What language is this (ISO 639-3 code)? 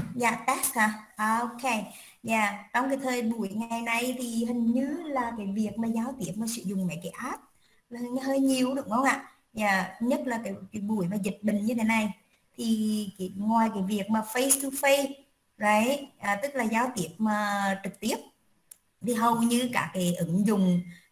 vie